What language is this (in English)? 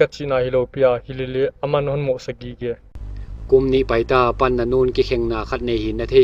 Paite Chin